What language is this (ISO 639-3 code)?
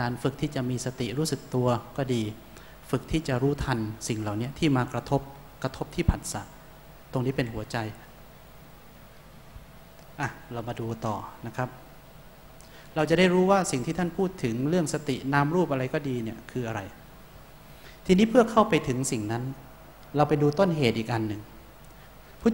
tha